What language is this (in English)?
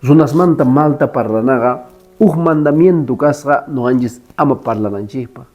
Quechua